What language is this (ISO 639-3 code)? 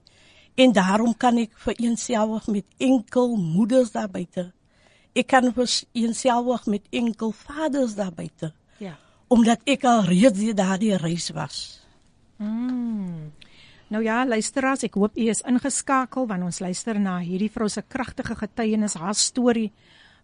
afr